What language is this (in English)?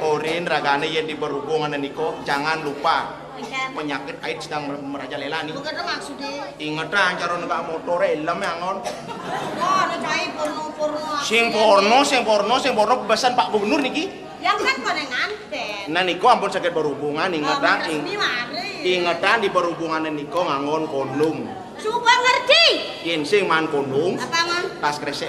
Balinese